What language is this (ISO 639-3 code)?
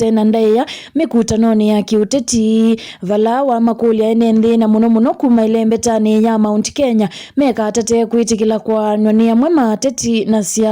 kam